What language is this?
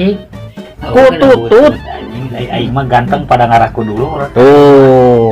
Sundanese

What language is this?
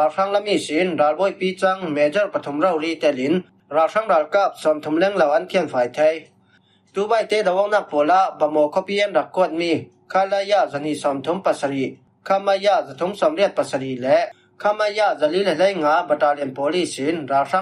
Falam Chin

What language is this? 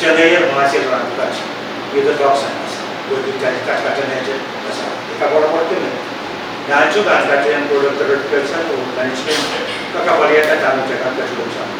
Pohnpeian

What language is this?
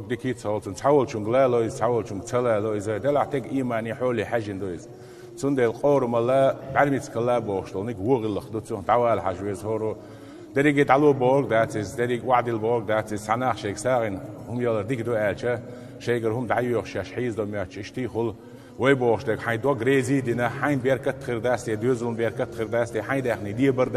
Chechen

